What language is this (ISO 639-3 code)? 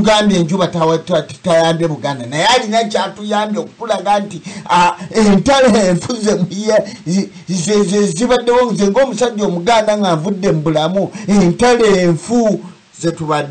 lug